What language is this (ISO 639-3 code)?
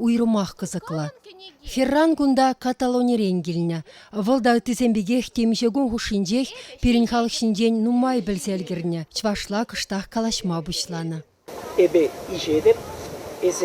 chv